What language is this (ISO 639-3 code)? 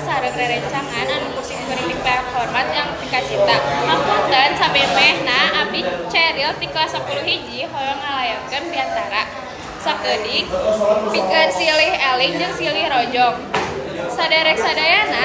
sun